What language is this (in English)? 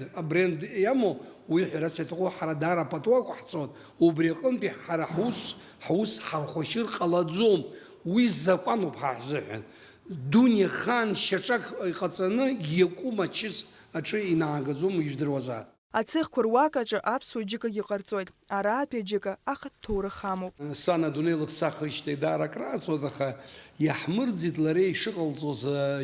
Abkhazian